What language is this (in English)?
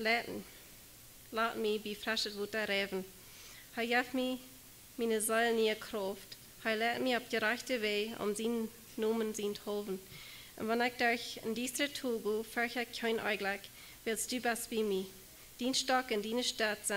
Plautdietsch